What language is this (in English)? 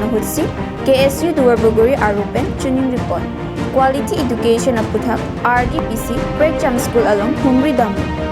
Karbi